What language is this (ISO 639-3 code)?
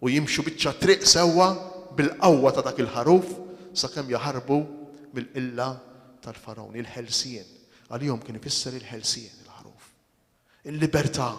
mlt